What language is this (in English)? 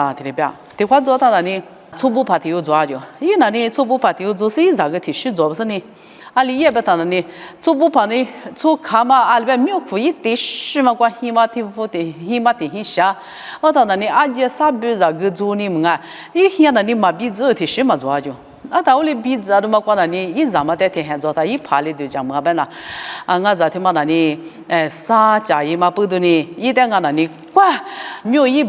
Lisu